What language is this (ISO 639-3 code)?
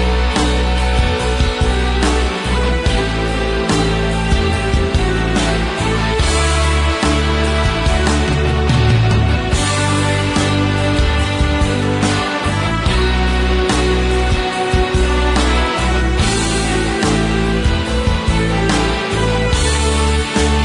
ahk